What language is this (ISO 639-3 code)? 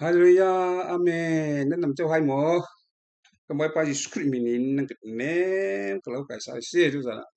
cfm